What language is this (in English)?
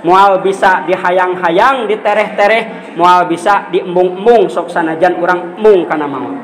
Sundanese